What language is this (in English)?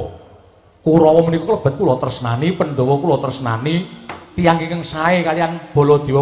Javanese